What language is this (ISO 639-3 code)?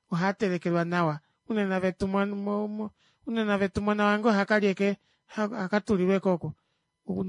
kua